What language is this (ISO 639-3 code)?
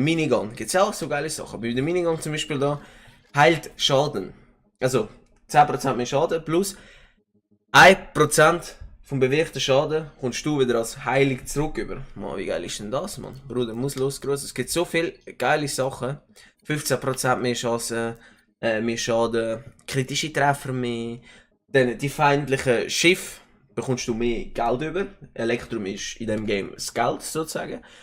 gsw